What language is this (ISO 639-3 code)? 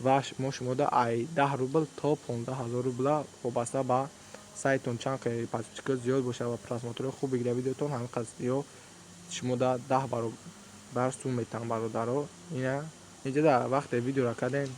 tgk